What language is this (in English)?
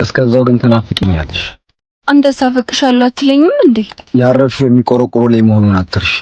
Amharic